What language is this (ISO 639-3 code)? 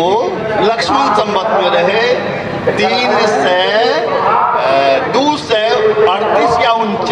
mai